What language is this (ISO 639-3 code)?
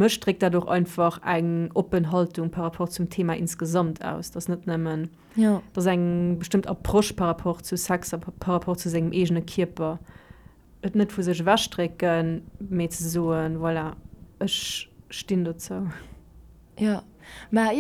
ltz